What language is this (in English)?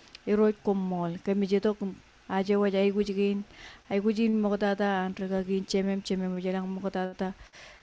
Marshallese